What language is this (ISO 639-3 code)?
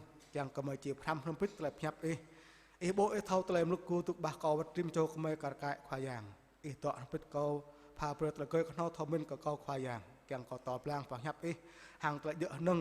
jra